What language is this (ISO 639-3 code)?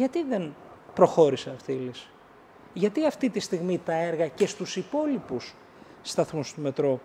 ell